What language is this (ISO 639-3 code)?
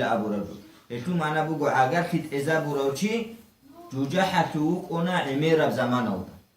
ava